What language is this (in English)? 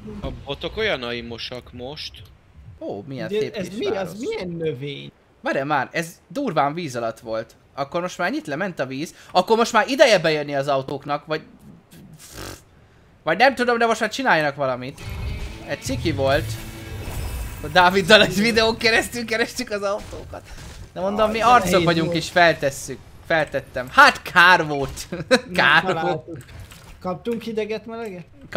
Hungarian